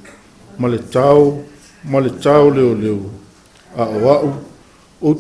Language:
Samoan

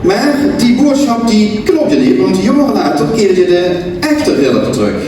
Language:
Limburgish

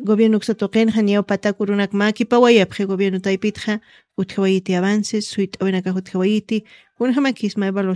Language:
Aymara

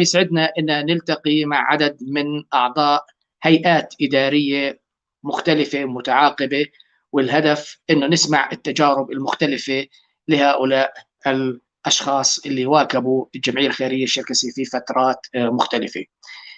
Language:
North Levantine Arabic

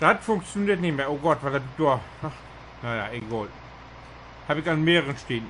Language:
Low German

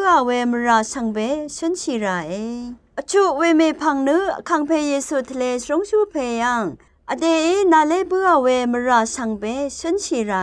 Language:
Rawang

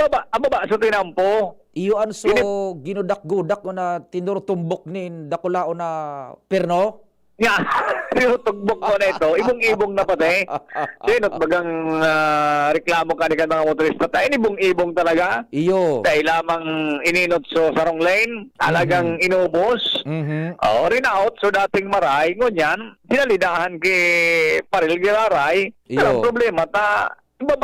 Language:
Bikol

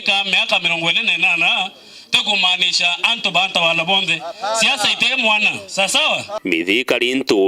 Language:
Meru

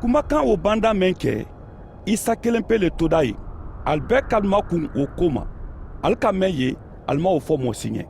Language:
Mandingo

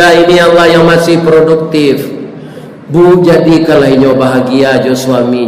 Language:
Minangkabau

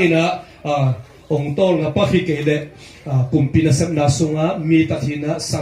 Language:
Tedim Chin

